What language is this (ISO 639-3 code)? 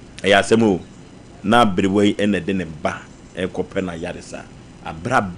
aka